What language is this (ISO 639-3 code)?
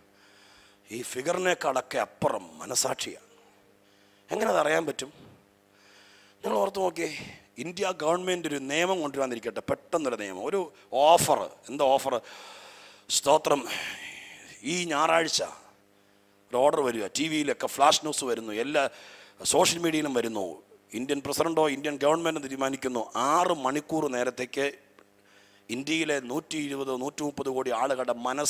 mal